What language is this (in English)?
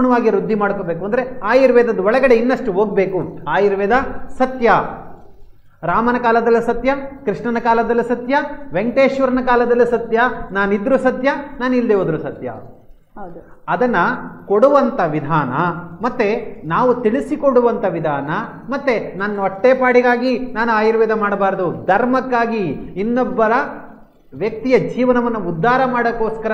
Kannada